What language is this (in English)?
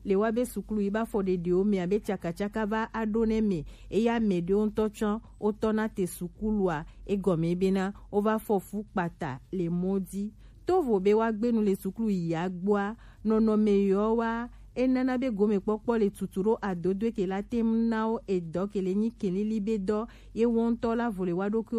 Gen